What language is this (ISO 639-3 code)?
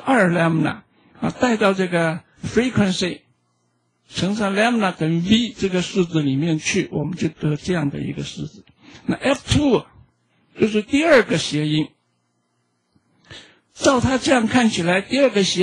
zho